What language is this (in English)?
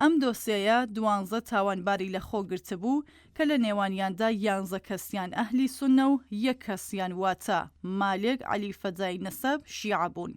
Central Kurdish